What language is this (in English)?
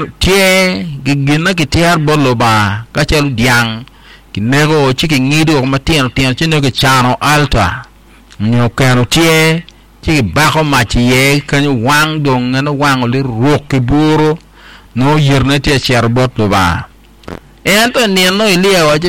Acoli